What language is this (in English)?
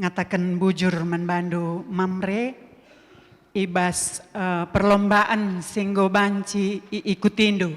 Batak Karo